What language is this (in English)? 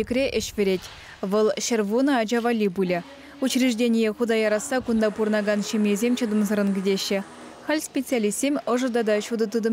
Chuvash